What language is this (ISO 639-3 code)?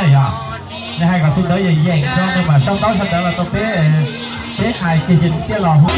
hmn